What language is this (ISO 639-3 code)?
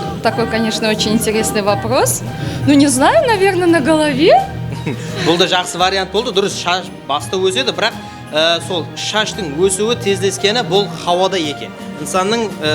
kaa